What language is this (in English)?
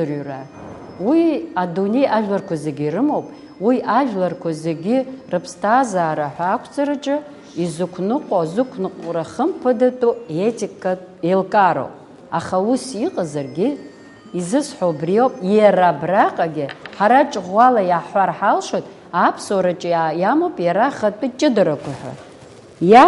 Abkhazian